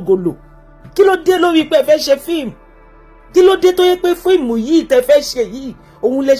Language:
Yoruba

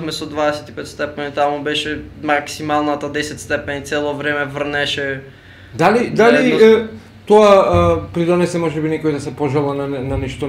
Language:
Macedonian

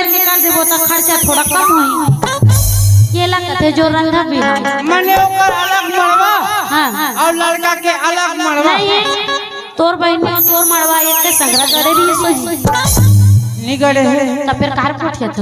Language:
Chhattisgarhi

